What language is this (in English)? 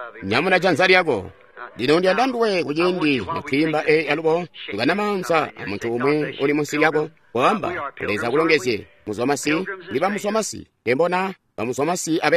Tonga (Zambia)